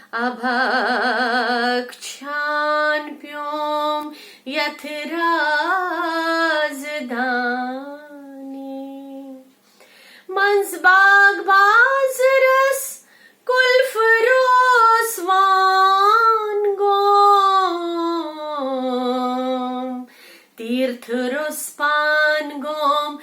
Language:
Kashmiri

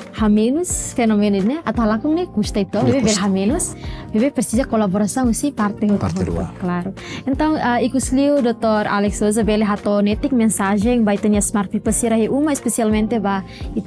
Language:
Tetum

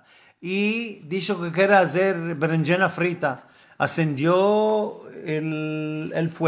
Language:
Ladino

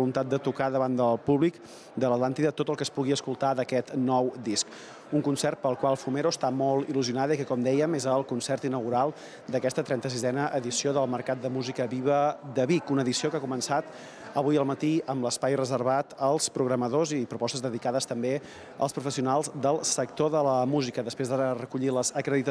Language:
Catalan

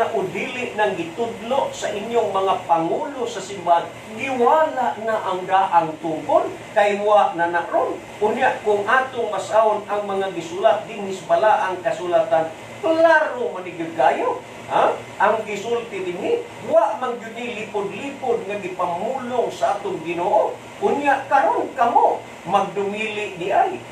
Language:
Cebuano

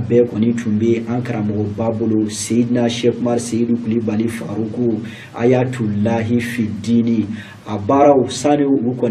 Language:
Bambara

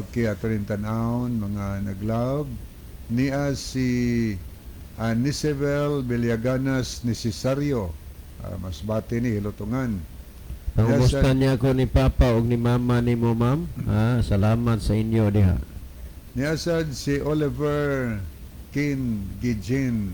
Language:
Cebuano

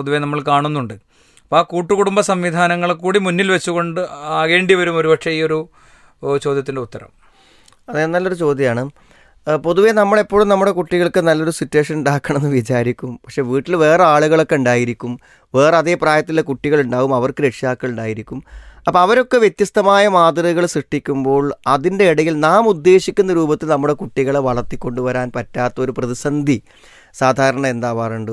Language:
Malayalam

